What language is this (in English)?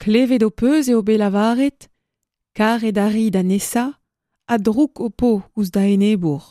Breton